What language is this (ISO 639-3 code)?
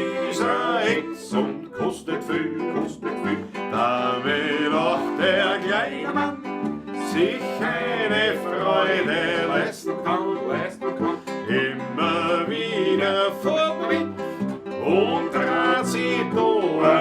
bar